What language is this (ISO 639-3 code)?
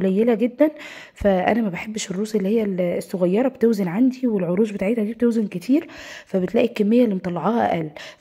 arz